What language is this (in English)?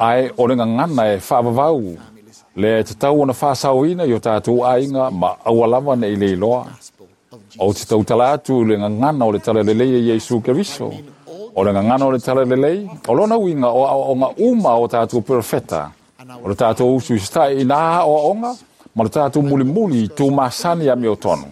Samoan